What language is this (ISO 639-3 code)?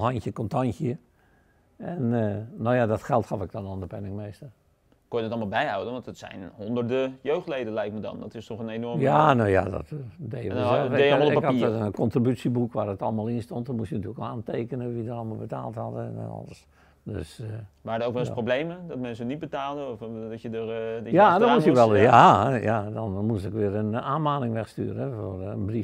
nld